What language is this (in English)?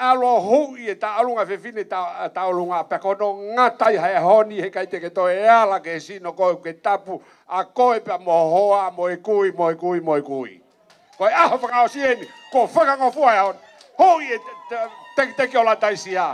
Tongan